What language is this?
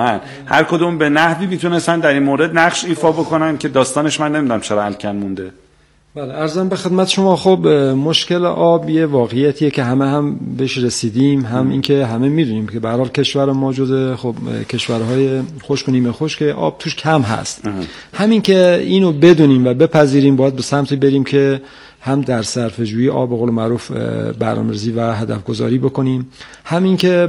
Persian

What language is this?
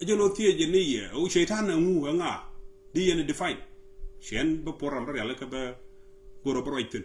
Nuer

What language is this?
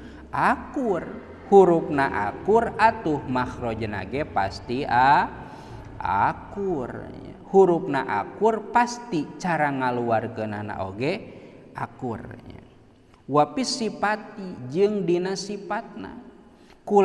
Sundanese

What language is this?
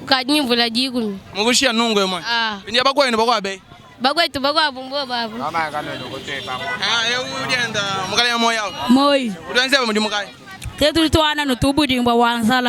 Luba-Lulua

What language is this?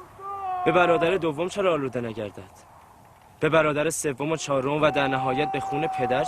Tajik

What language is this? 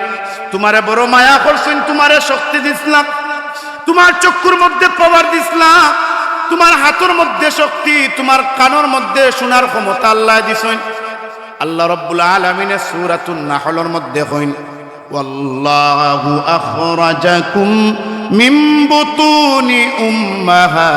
Sylheti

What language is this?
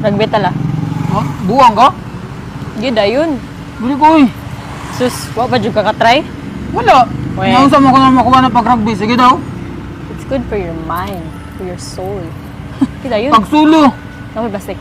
Cebuano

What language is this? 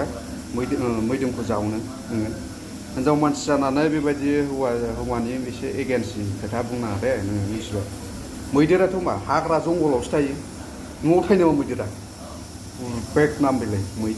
Bodo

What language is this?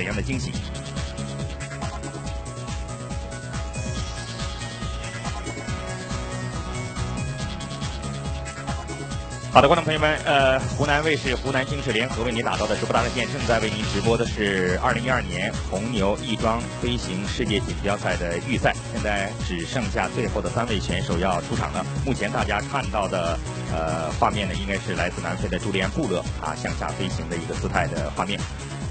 Chinese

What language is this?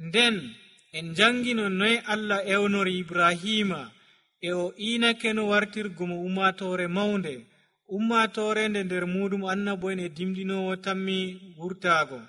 Nigerian Fulfulde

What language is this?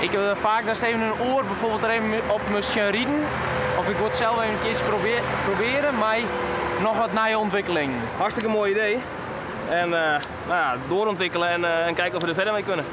Western Frisian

